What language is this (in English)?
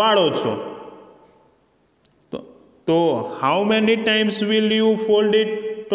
Gujarati